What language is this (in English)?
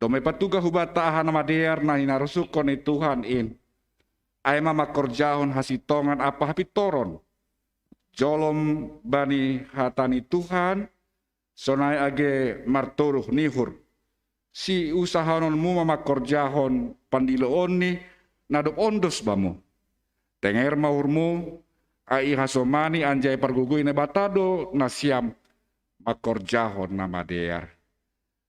Batak Simalungun